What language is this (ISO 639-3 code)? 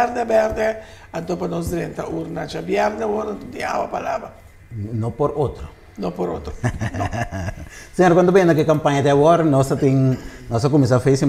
pap